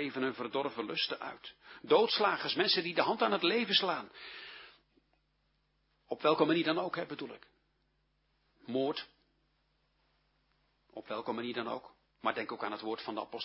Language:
Dutch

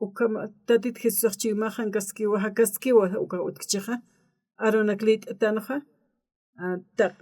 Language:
Aymara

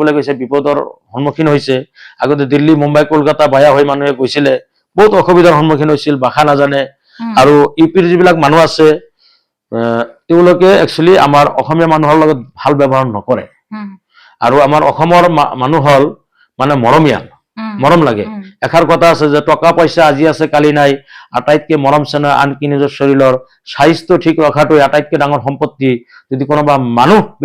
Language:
Assamese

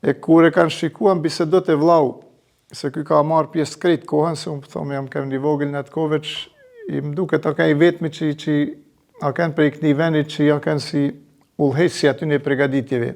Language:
Albanian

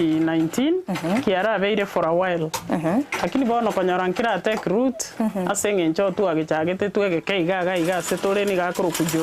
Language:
Gusii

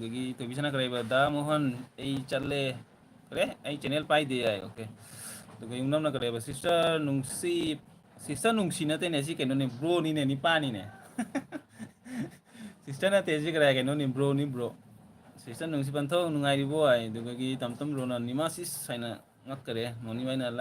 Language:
Manipuri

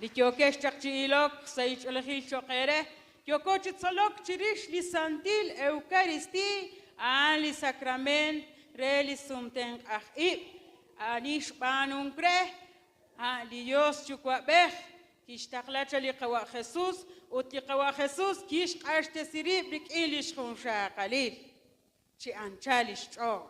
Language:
Kekchí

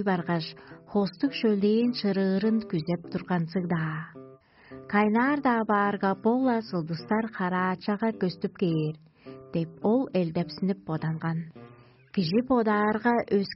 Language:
Tuvinian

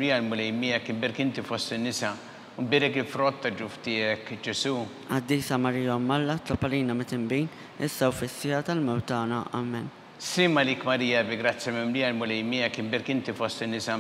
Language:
Maltese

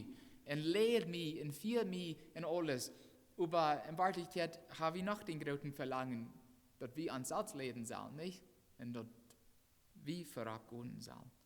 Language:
Plautdietsch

